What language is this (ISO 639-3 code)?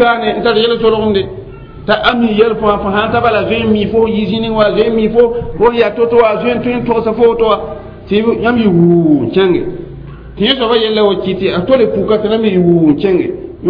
mos